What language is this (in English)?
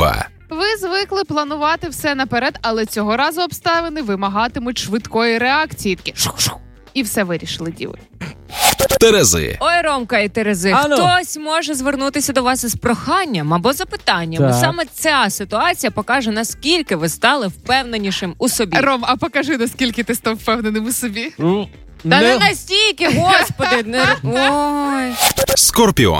Ukrainian